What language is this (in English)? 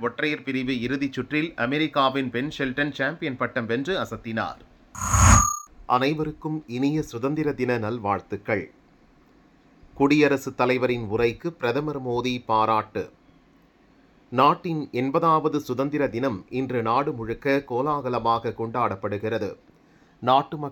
Tamil